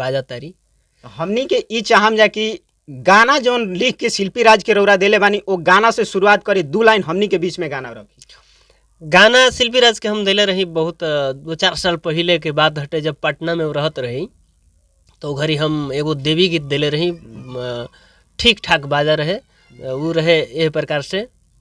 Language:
Bhojpuri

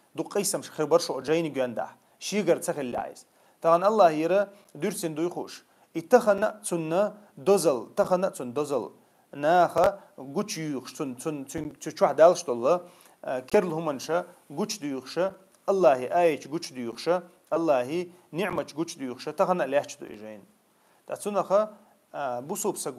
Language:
Chechen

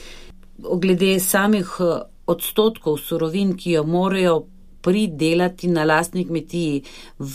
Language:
Slovenian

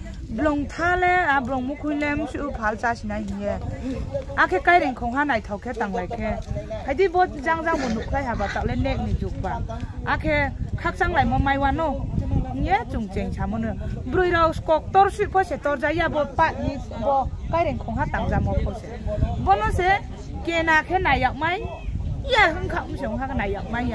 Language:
Riang (India)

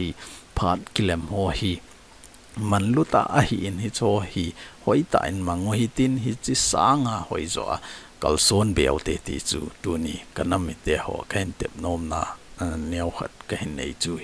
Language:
Thado Chin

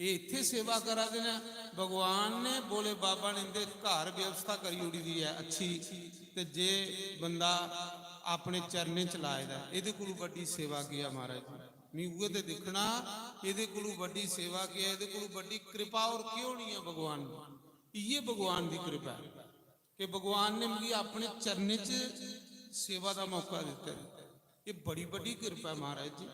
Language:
Dogri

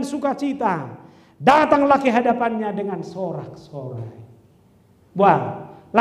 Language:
Batak Toba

